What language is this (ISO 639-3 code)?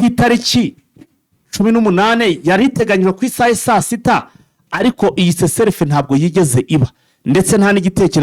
kin